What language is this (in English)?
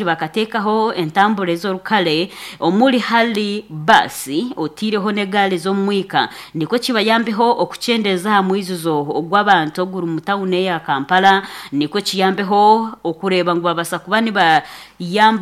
Nyankole